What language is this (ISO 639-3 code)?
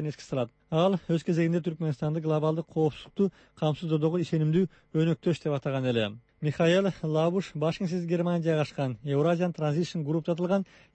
kir